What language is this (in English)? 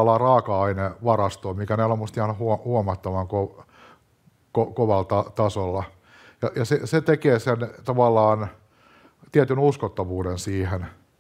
Finnish